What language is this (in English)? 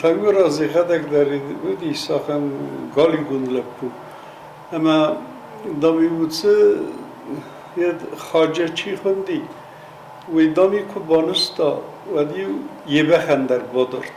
Ossetic